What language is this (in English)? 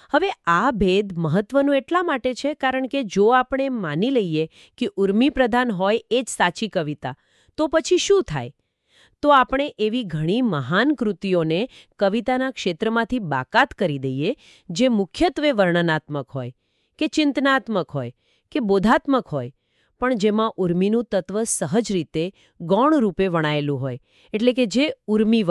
Gujarati